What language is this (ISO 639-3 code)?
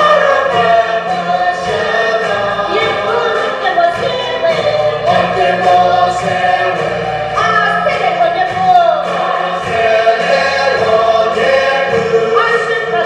nri